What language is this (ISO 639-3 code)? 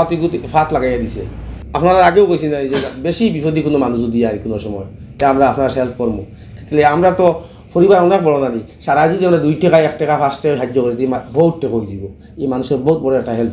syl